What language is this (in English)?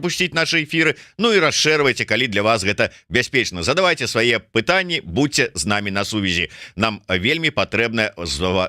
Belarusian